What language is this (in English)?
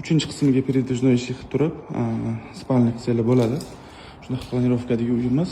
Uzbek